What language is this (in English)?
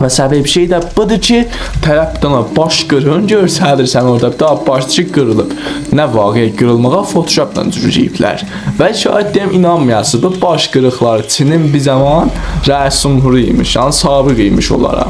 South Azerbaijani